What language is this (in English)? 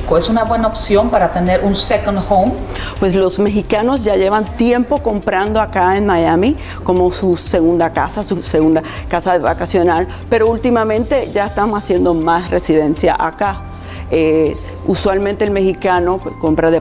Spanish